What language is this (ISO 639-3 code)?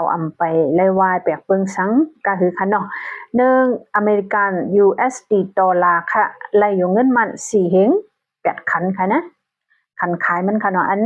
shn